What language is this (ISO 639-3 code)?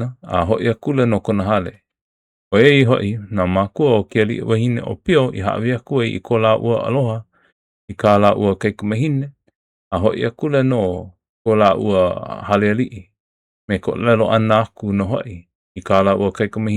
haw